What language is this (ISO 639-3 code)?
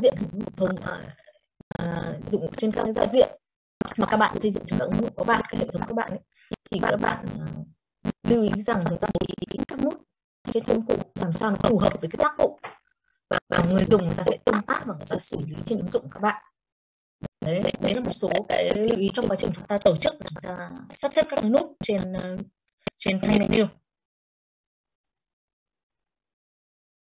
vie